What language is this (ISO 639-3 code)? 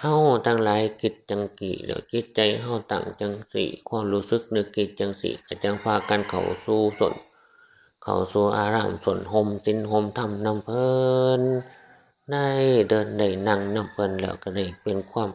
tts